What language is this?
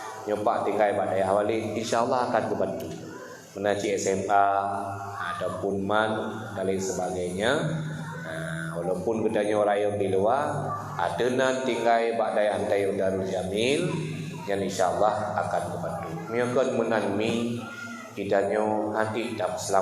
Achinese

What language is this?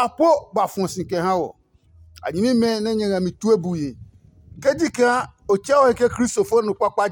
Adangme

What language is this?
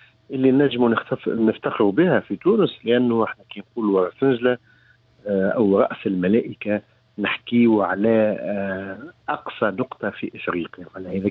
Tunisian Arabic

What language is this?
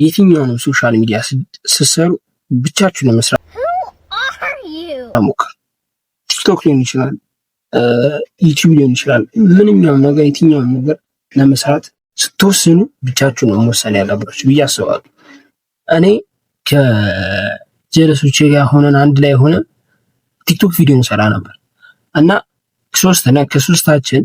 Amharic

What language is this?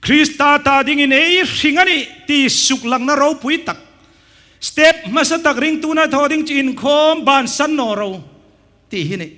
Hmar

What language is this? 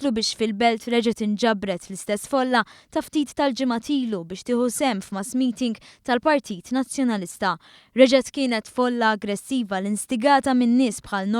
Maltese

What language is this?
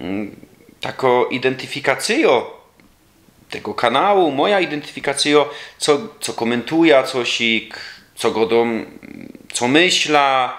Silesian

